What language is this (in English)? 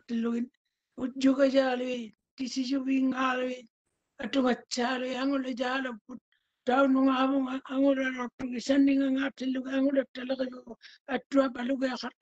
Māori